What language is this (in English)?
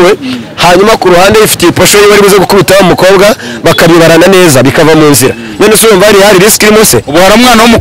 Kinyarwanda